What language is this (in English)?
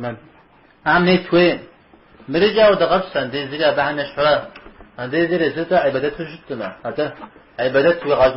Kabardian